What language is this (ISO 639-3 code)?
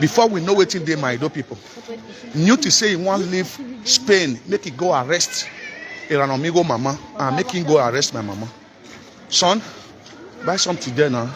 pcm